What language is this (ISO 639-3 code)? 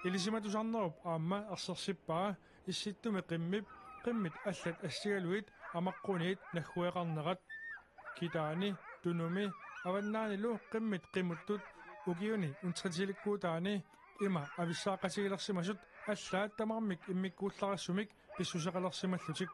kal